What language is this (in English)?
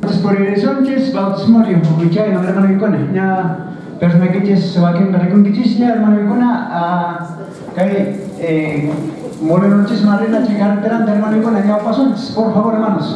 Quechua